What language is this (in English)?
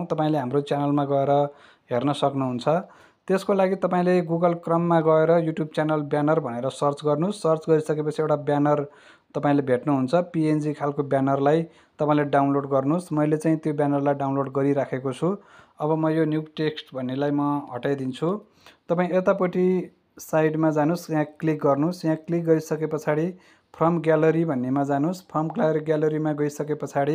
Nepali